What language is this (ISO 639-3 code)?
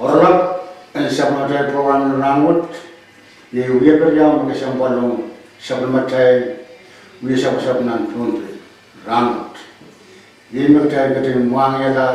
pon